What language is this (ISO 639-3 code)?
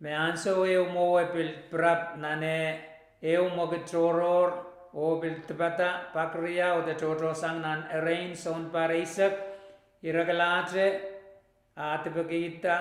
pon